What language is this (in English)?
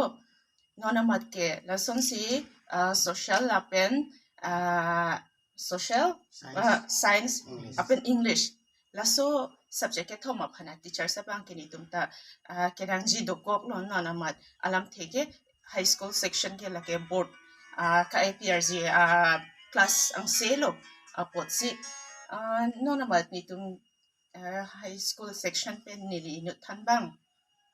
Karbi